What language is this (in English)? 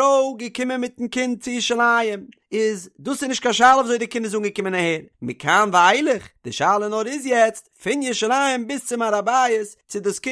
Yiddish